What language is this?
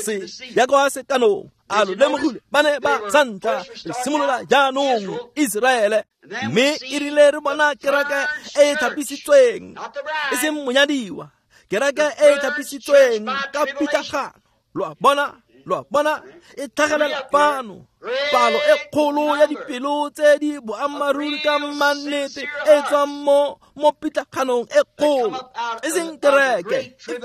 Tswana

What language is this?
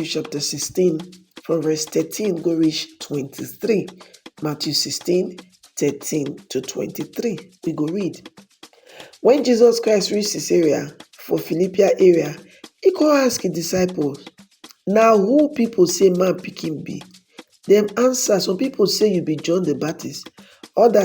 Nigerian Pidgin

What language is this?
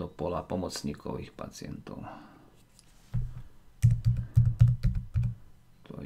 Slovak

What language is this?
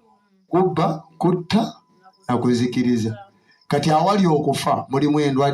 Ganda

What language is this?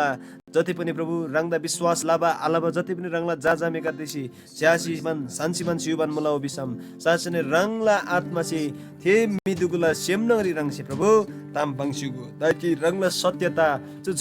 Eastern Tamang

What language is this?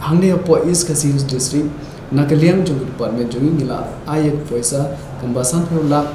Khasi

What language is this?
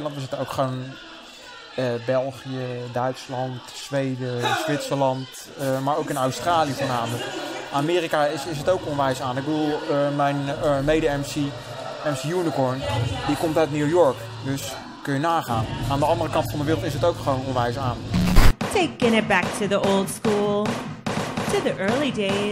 Dutch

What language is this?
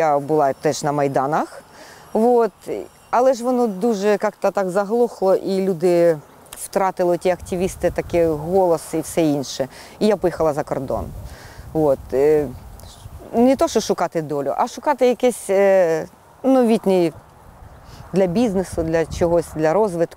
Ukrainian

